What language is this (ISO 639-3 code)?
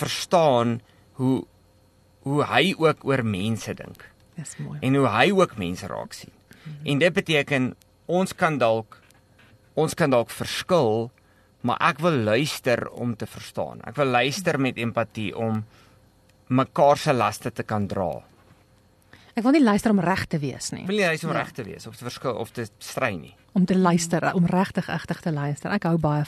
afr